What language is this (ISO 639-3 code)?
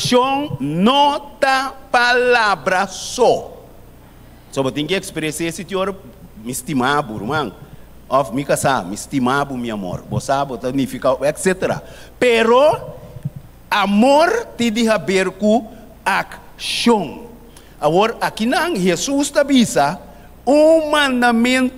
pap